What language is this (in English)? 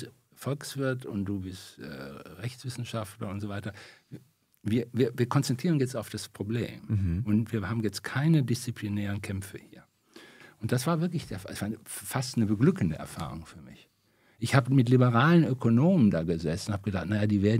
German